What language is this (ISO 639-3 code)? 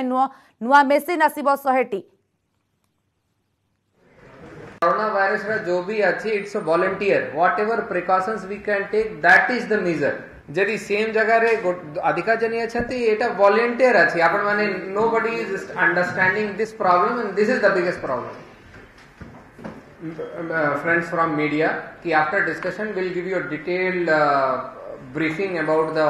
ori